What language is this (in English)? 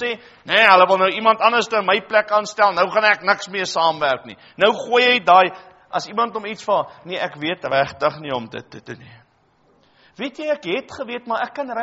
Afrikaans